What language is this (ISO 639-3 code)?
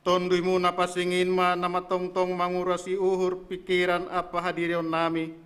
bts